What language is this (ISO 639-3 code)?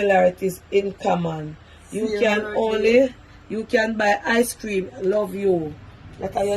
jam